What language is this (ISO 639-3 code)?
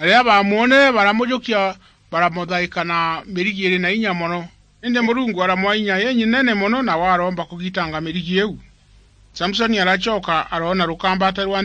mer